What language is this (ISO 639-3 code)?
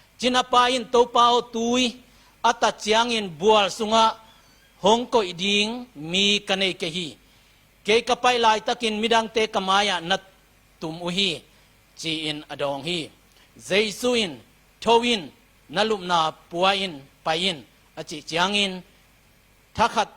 ctd